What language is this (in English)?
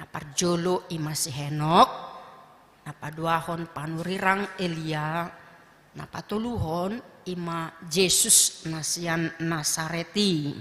Batak Toba